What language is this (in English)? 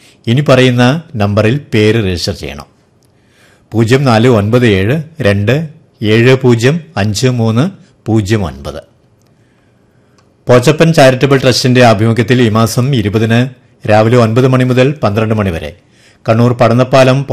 Malayalam